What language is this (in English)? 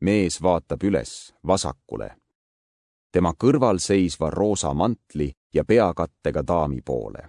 Estonian